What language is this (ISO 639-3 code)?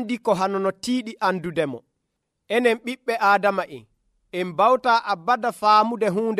fuv